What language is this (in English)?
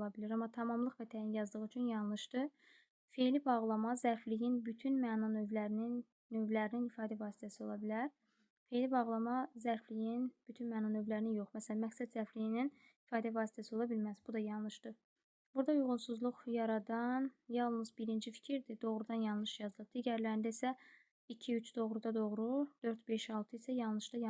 Azerbaijani